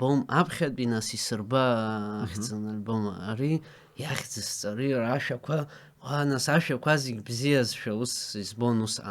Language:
Abkhazian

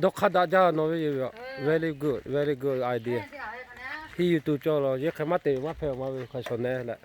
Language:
Lahu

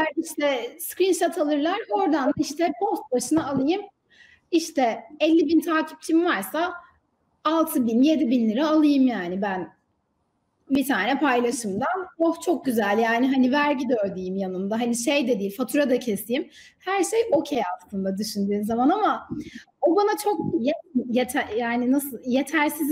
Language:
Turkish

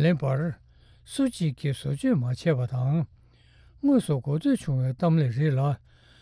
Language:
Tibetan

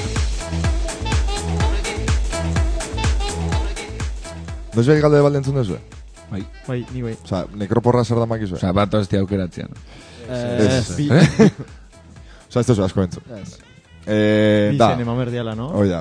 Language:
Basque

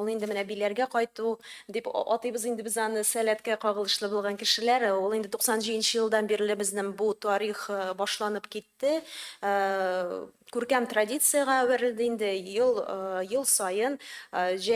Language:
Tatar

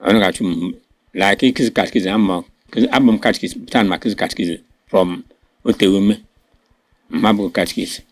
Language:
Igbo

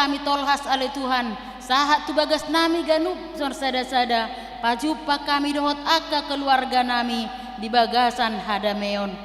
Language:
Batak Toba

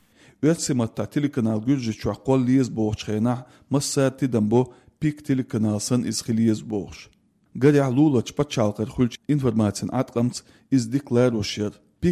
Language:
Chechen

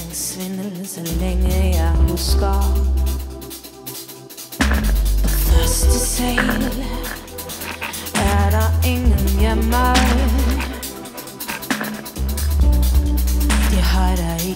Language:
Danish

